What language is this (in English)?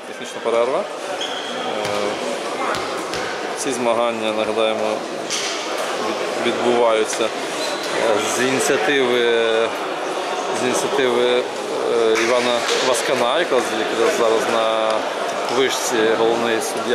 Ukrainian